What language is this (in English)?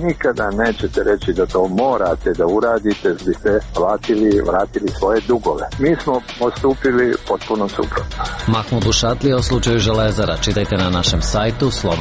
Serbian